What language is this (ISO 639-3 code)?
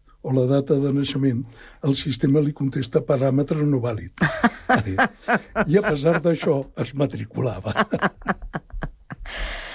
cat